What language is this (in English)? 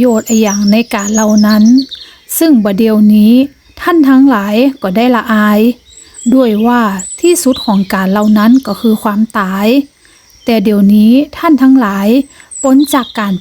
Northern Thai